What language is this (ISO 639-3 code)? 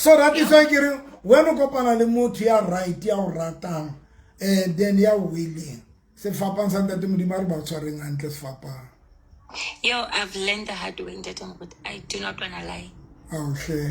sot